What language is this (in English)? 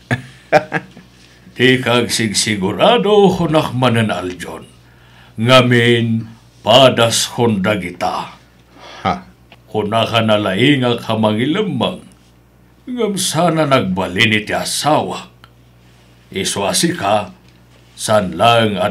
Iloko